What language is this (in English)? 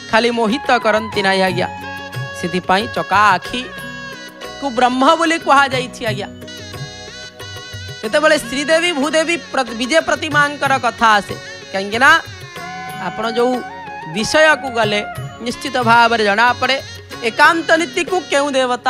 Odia